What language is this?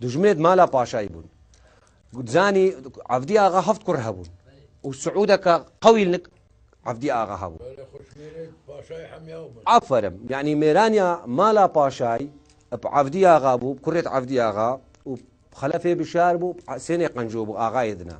Kurdish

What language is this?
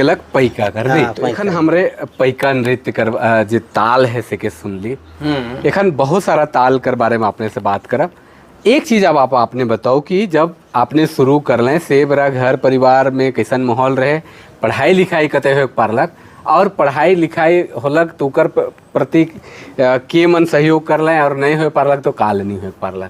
Sadri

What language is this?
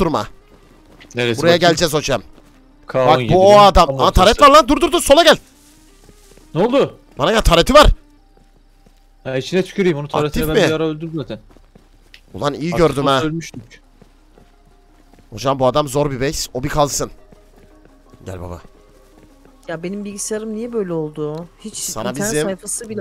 Turkish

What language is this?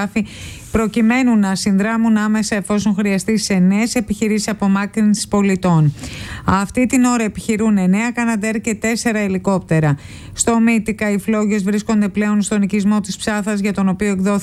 Greek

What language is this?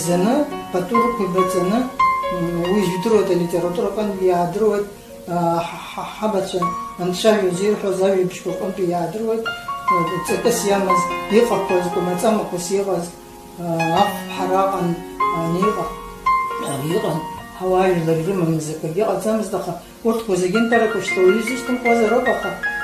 Abkhazian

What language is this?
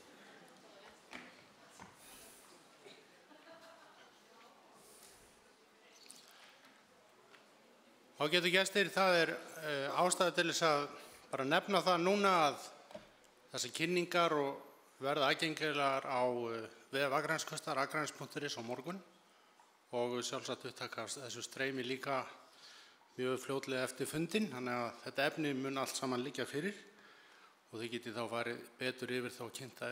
Icelandic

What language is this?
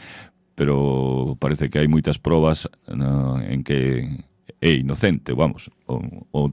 Galician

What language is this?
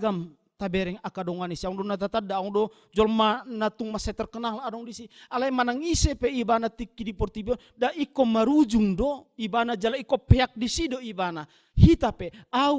Batak Toba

